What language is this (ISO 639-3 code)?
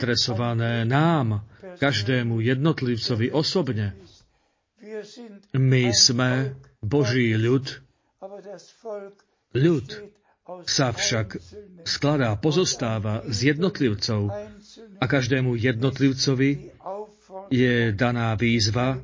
slk